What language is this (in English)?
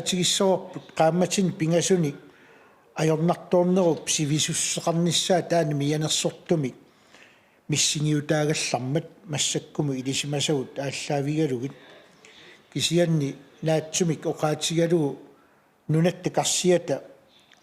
Kalaallisut